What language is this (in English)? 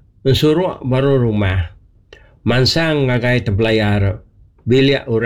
Iban